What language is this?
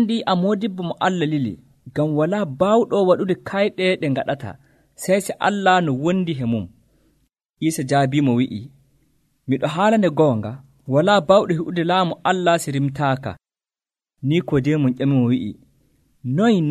Nigerian Fulfulde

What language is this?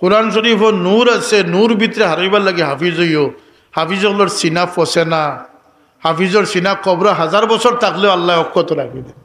Sylheti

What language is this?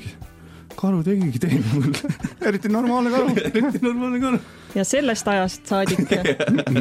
Estonian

